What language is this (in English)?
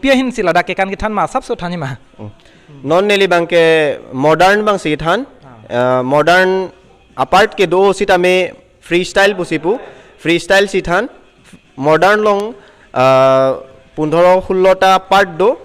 Karbi